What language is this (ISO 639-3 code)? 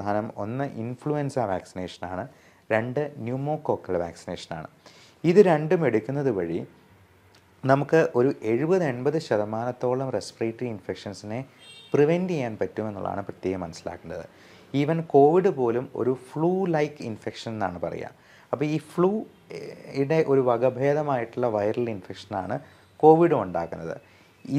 mal